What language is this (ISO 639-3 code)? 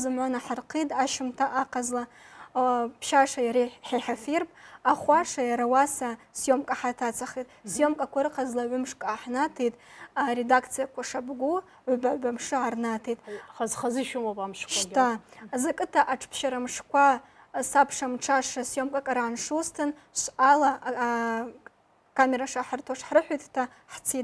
abk